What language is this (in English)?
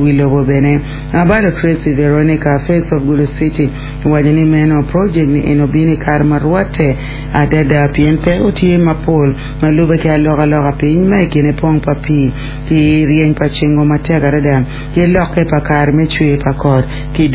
Acoli